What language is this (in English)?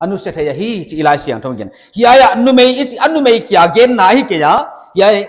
Paite Chin